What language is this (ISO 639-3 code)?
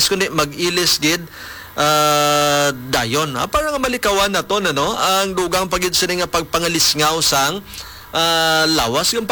hil